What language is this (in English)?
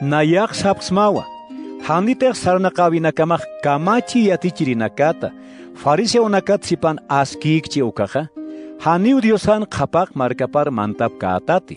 Aymara